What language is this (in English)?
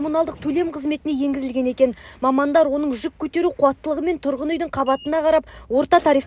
Kazakh